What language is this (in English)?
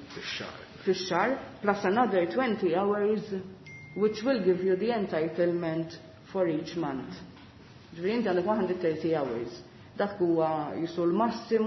Maltese